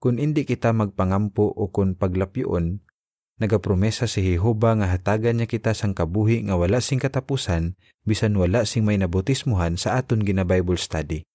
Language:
Hiligaynon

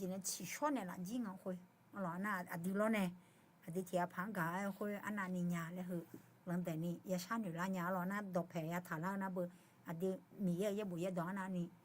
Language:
Akha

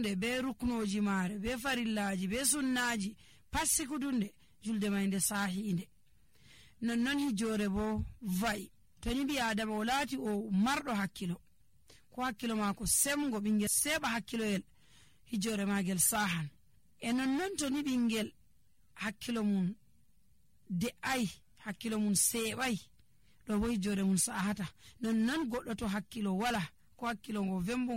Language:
Nigerian Fulfulde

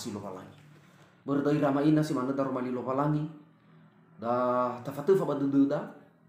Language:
Nias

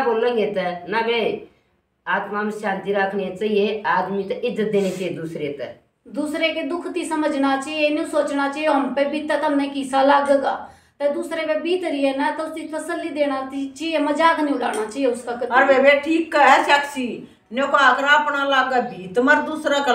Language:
Haryanvi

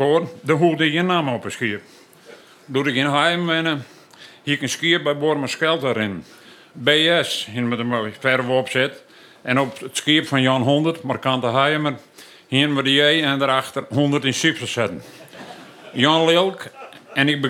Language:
Western Frisian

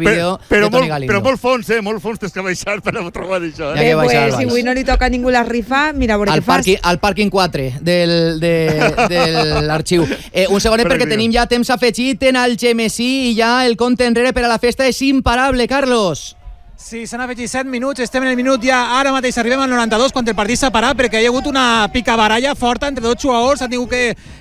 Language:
Catalan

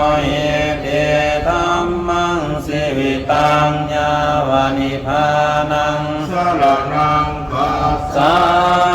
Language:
Pali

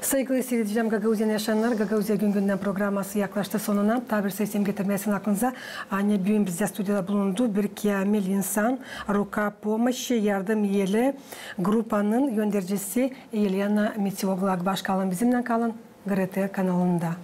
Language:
Gagauz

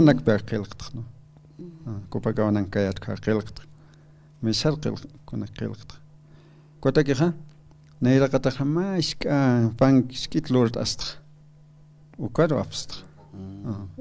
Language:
Aymara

